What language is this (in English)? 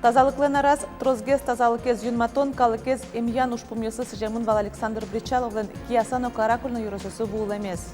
Udmurt